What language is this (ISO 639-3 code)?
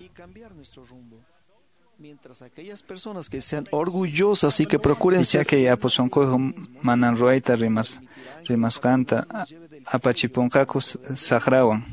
que